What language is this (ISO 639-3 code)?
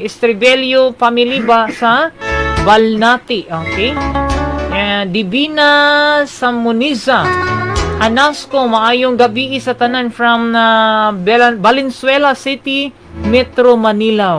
ceb